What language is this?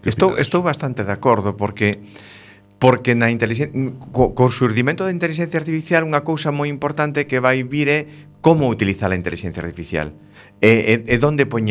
Galician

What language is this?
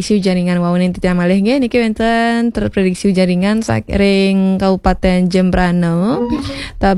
Balinese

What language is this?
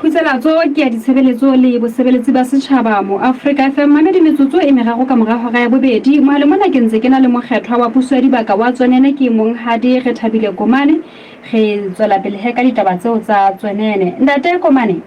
Southern Sotho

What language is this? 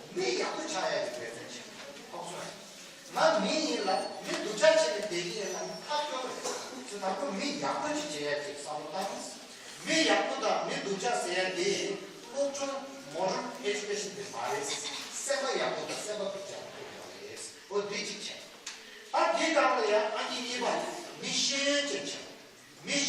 Tibetan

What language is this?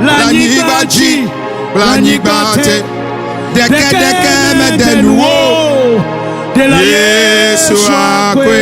Ewe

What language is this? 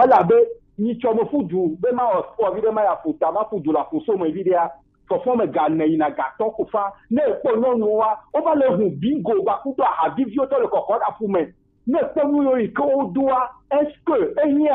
Gen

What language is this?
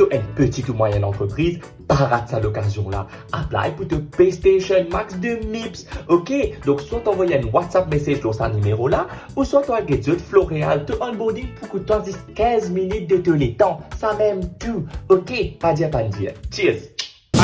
Morisyen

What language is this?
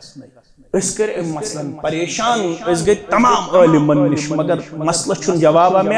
Kashmiri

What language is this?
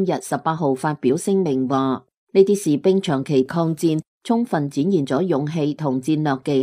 Cantonese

